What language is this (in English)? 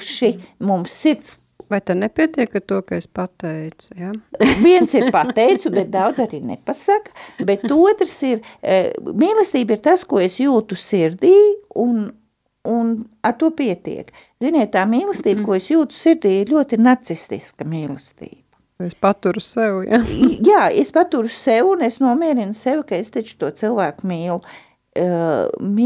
Latvian